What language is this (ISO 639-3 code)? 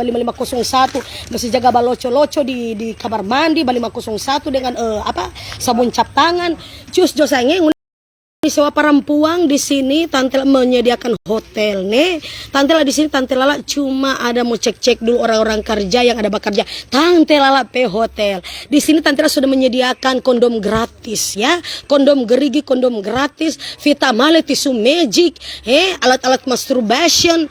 xmm